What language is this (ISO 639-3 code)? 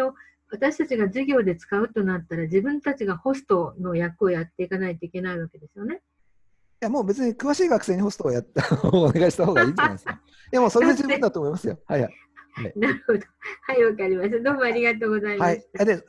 jpn